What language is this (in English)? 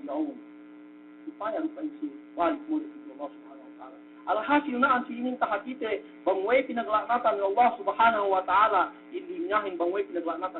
Yakan